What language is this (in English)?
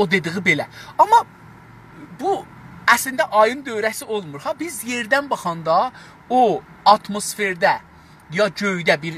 South Azerbaijani